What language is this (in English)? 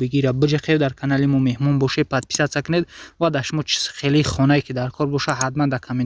Tajik